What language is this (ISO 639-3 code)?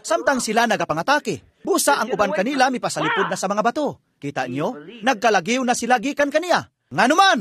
ceb